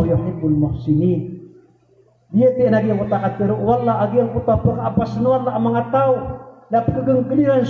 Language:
Maranao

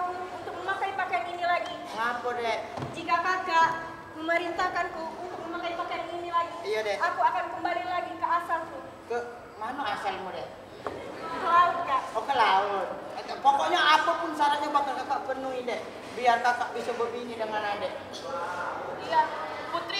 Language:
Musi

